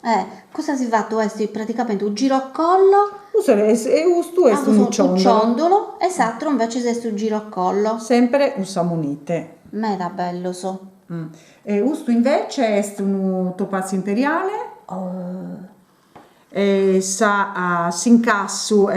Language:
Sardinian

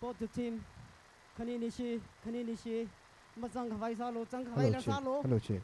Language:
Tangkhul Naga (India)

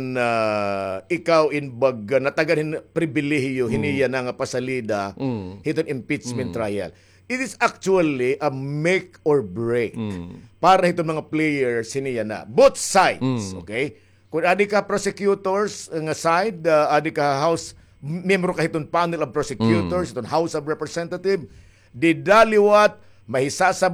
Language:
Waray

